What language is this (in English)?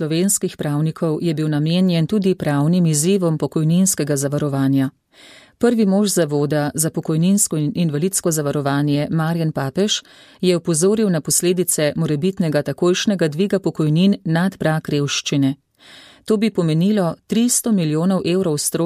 Slovenian